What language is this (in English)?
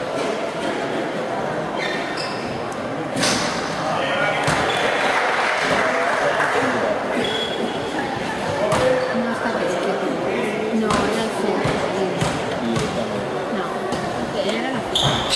Catalan